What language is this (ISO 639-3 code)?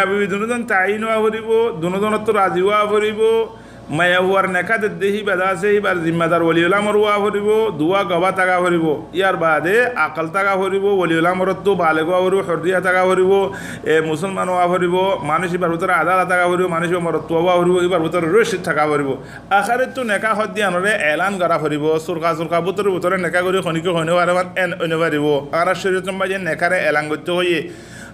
rhg